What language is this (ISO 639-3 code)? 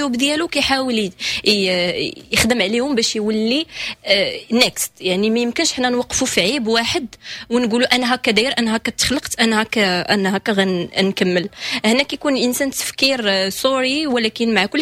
ary